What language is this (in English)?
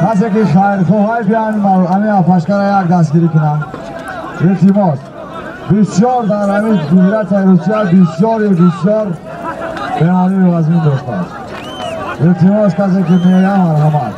Tajik